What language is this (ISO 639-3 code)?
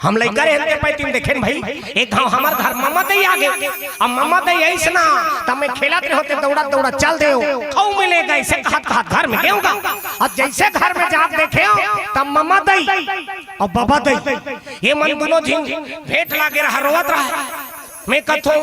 hne